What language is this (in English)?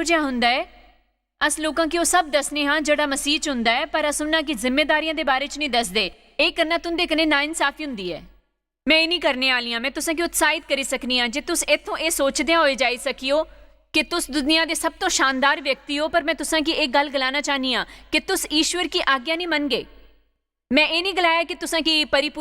Dogri